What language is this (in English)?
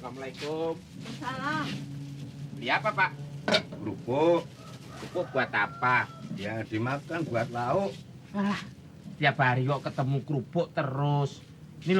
Betawi